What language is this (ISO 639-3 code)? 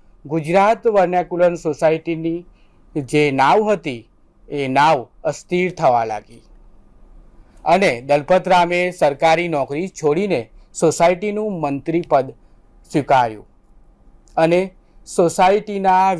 guj